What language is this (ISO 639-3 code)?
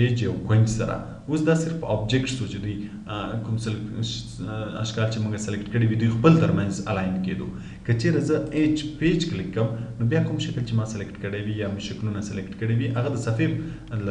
pus